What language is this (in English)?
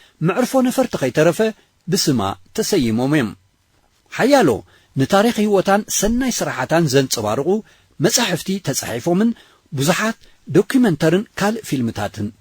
Tigrinya